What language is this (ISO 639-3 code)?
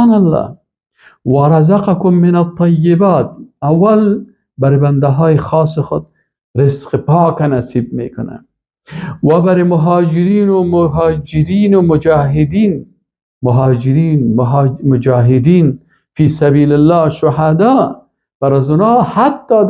fas